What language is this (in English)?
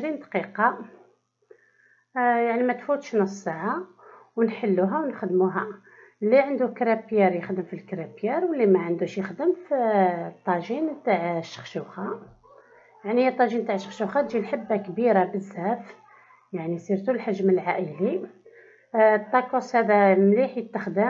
Algerian Arabic